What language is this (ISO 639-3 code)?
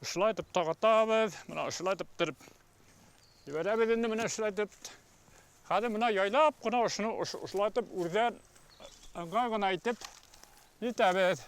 bak